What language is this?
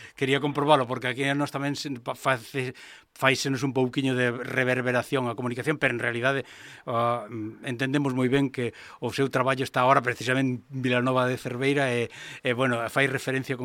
Galician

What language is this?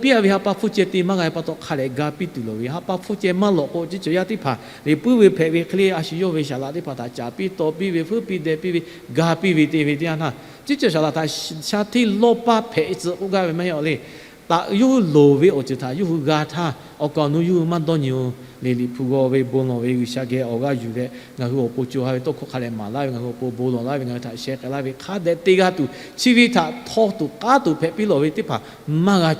Lahu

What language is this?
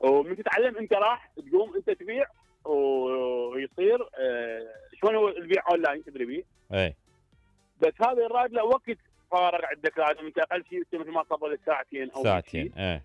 Mesopotamian Arabic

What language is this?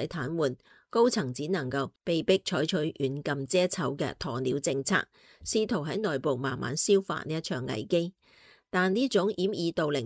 Cantonese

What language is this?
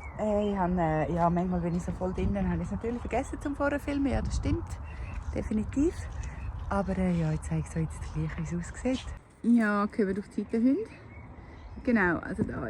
Swiss German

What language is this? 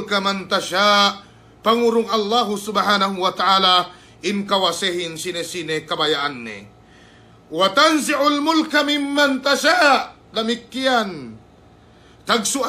Yakan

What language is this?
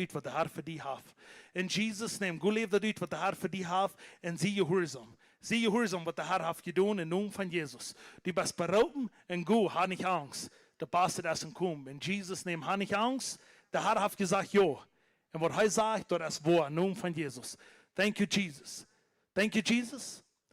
Plautdietsch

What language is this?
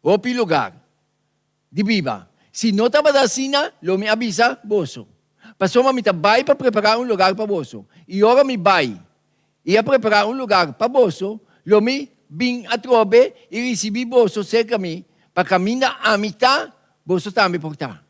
Papiamento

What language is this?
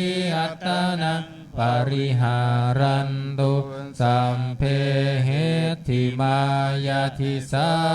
Pali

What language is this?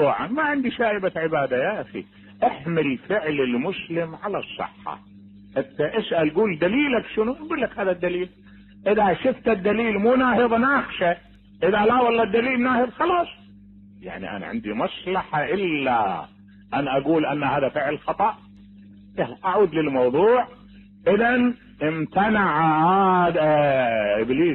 Mesopotamian Arabic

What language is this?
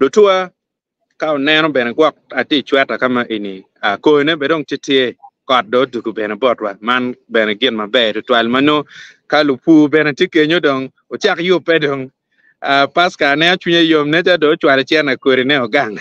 Acoli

